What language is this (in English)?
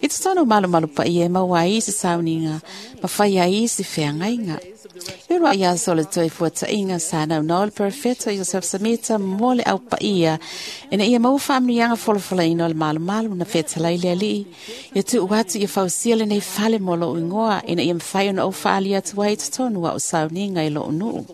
Samoan